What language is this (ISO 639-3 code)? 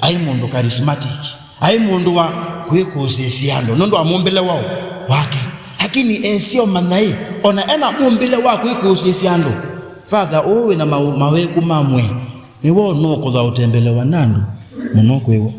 kam